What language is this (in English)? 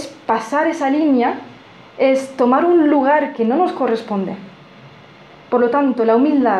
Spanish